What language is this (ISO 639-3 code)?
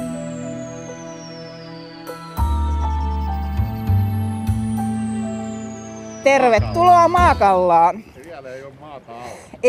fin